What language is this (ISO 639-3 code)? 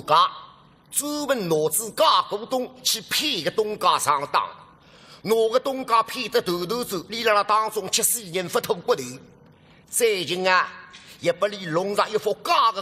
wuu